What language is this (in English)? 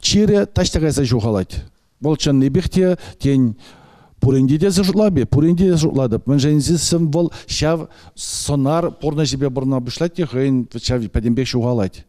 Chuvash